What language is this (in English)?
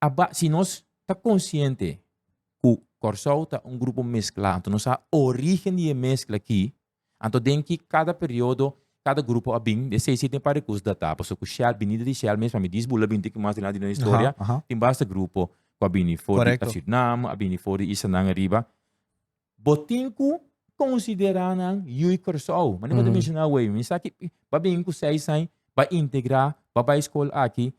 Papiamento